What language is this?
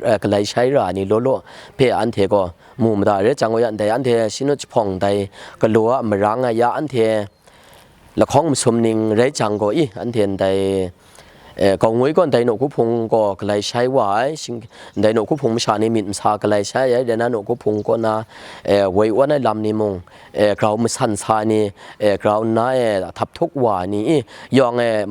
Rawang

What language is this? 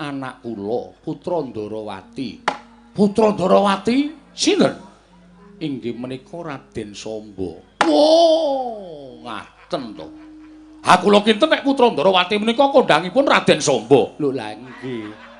Javanese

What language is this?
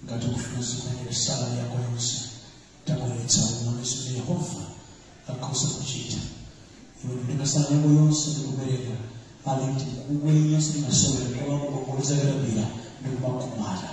Nyanja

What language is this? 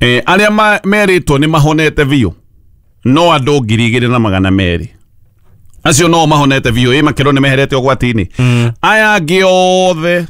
Kikuyu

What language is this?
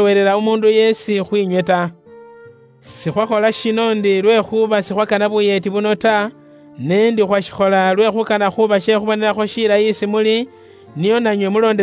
Luyia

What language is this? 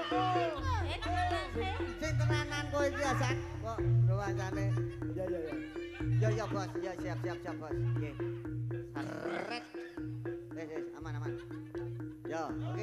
Javanese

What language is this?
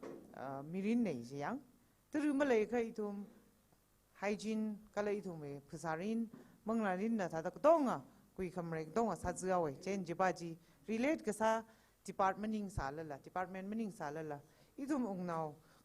Tangkhul Naga (India)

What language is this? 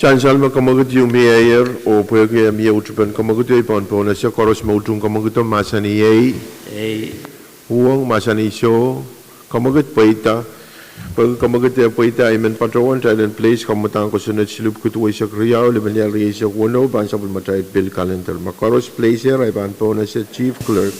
Pohnpeian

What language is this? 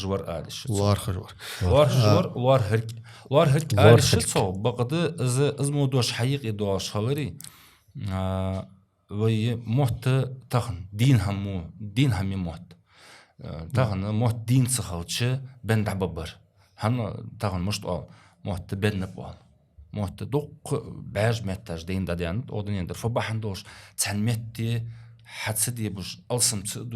Ingush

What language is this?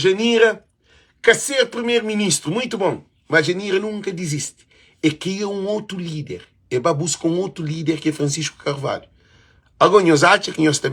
Kabuverdianu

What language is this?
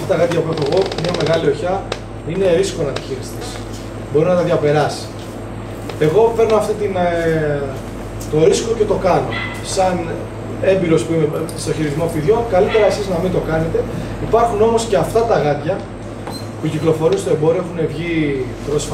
Greek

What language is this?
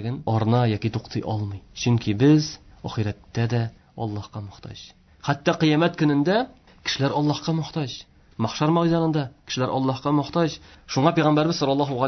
Tatar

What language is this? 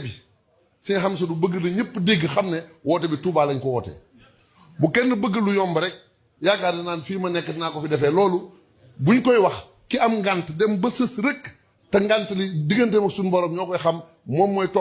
Wolof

